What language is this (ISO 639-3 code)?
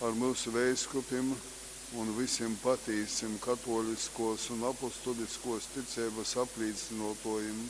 ltg